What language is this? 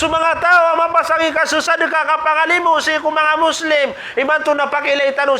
Maranao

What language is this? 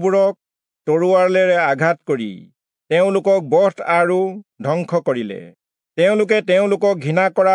Assamese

